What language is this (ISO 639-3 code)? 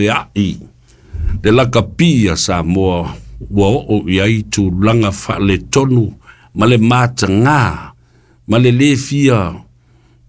smo